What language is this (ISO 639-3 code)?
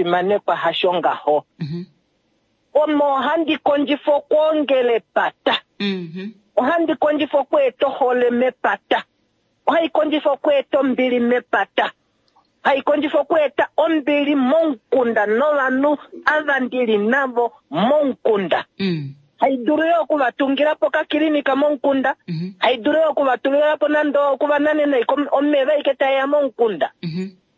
kua